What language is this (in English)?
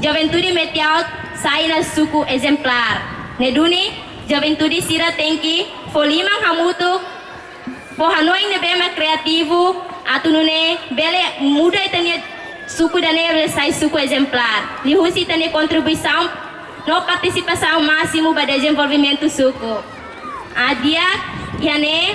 Tetum